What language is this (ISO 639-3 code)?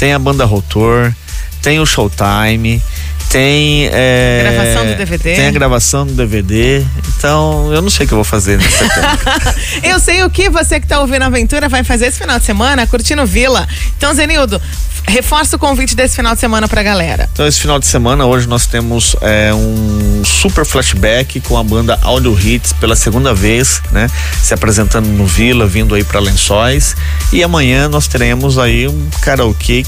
por